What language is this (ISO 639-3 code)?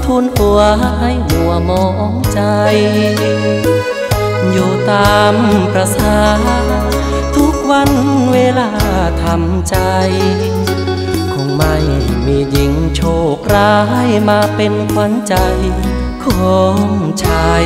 tha